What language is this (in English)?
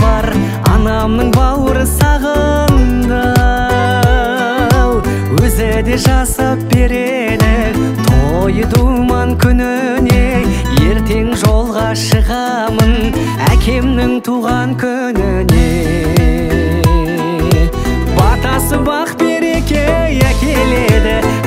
Kazakh